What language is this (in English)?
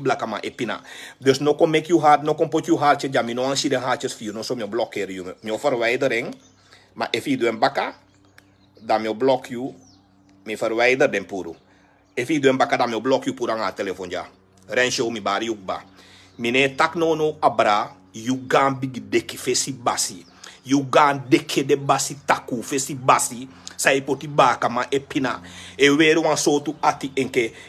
Sranan Tongo